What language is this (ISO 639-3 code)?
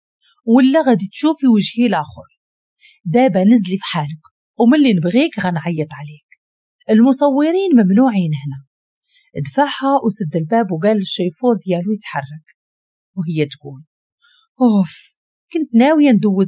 ary